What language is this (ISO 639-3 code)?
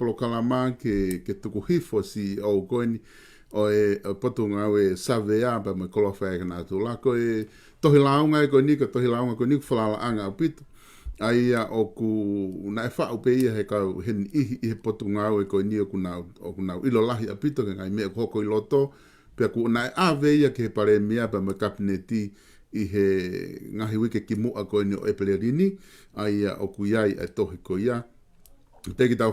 ton